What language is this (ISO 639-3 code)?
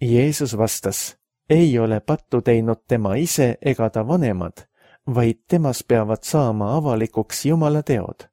est